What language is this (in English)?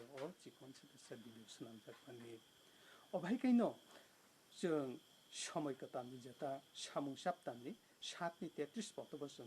Kok Borok